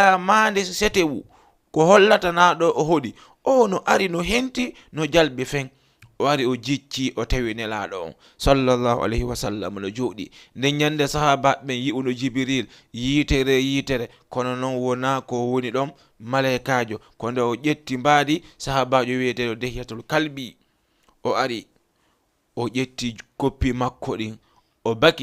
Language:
Fula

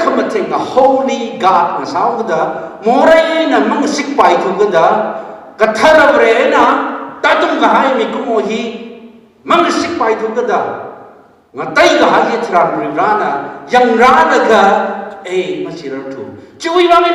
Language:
Tangkhul Naga (India)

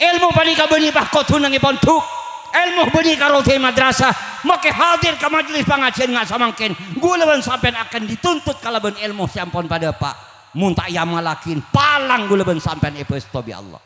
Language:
Madurese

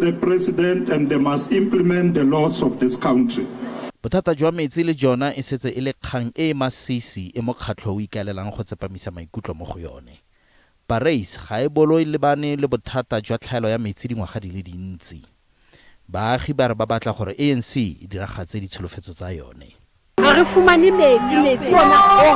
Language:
Tswana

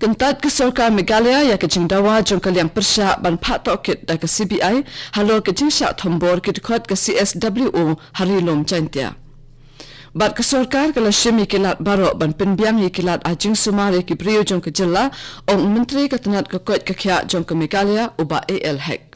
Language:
Khasi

